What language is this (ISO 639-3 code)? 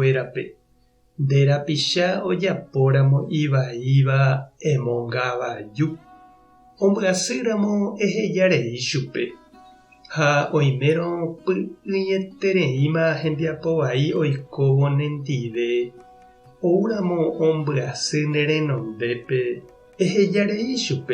grn